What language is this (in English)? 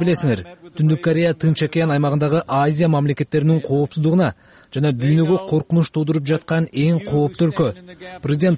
Kyrgyz